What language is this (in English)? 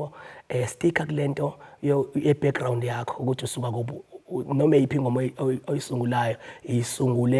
Zulu